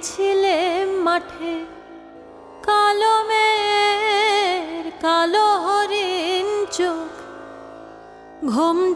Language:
Bangla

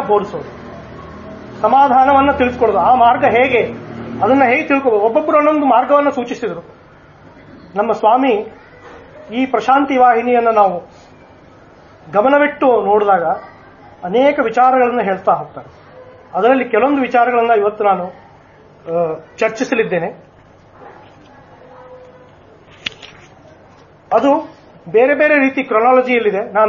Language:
Kannada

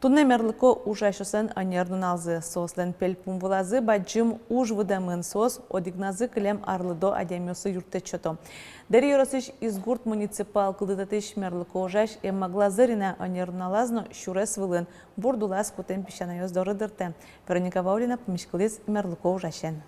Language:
Udmurt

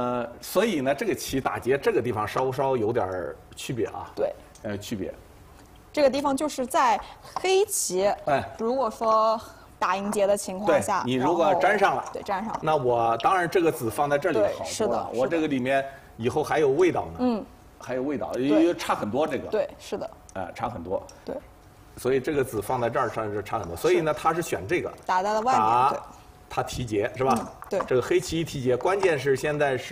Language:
Chinese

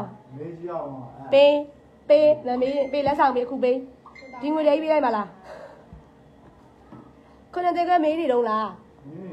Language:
Burmese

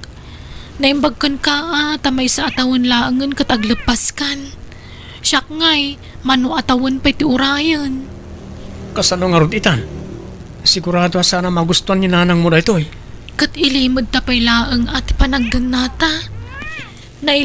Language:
Iloko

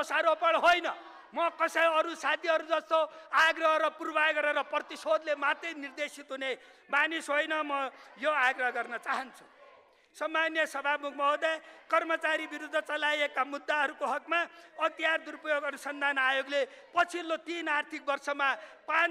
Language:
Nepali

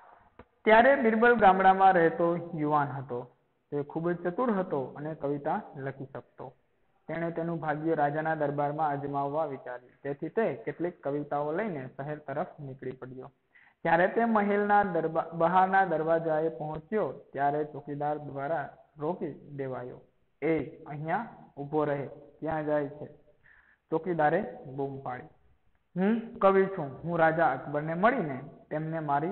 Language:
Gujarati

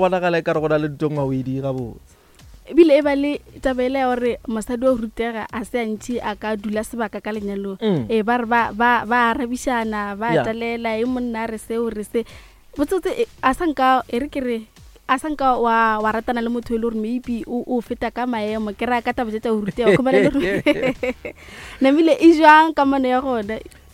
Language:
Northern Sotho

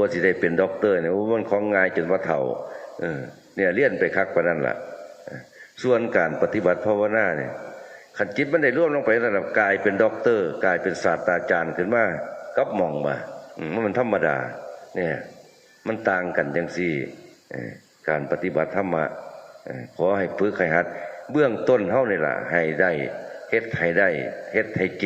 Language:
Northeastern Thai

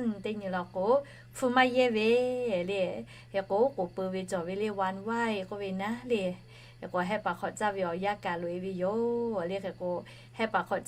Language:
Lahu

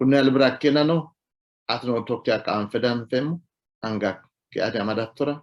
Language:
Sidamo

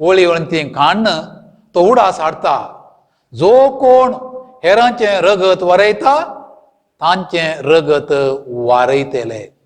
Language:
Konkani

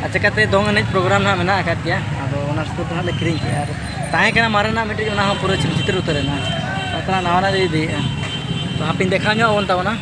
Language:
Santali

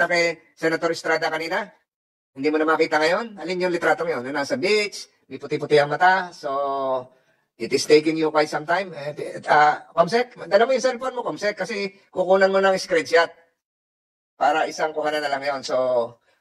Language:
Filipino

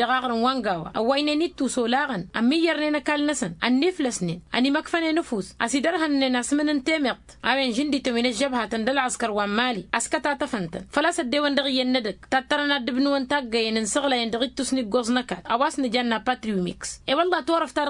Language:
Tamasheq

